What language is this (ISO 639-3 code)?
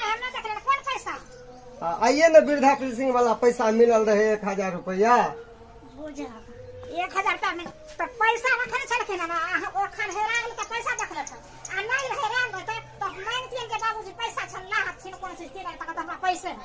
mai